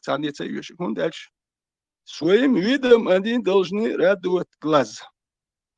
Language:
Chechen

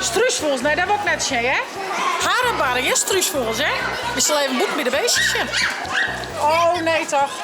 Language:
Western Frisian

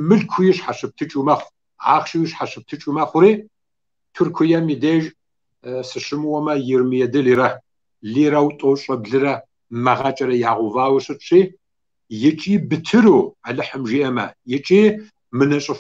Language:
Kabardian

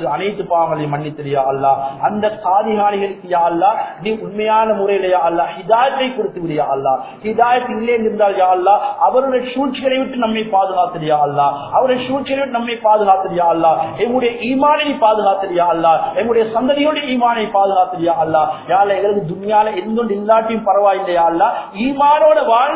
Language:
Tamil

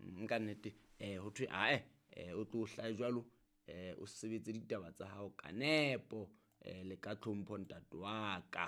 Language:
Southern Sotho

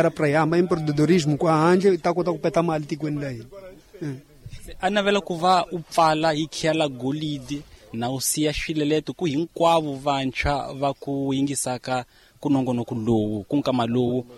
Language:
Tsonga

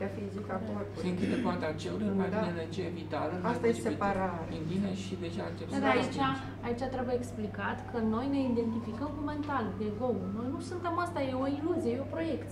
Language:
Romanian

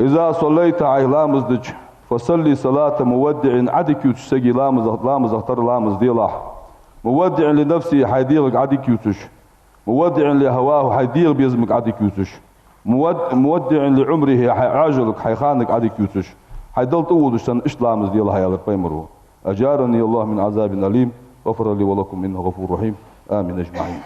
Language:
Ingush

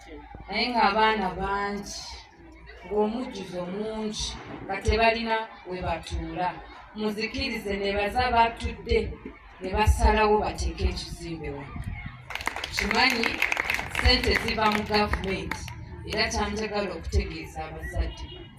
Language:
Ganda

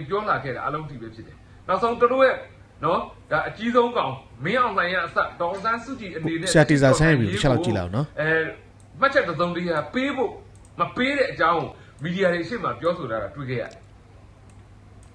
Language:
Burmese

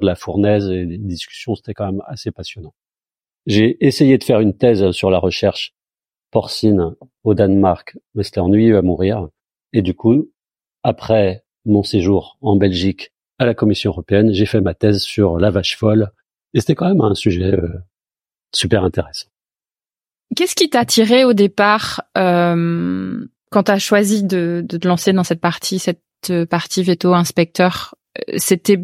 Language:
French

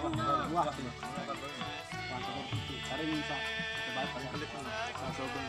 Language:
Sasak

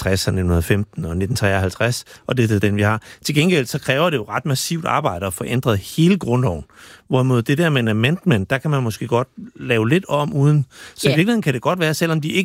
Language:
Danish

